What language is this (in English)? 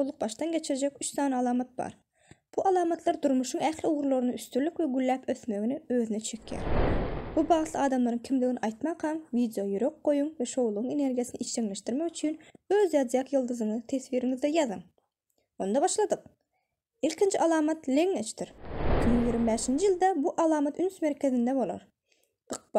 Turkmen